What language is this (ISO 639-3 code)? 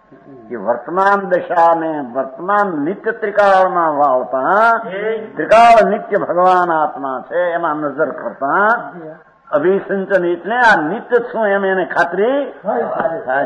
guj